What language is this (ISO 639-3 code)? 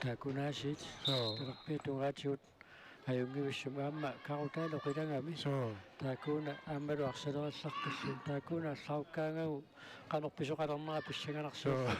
kal